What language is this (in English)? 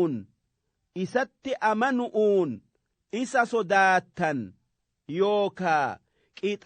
Oromo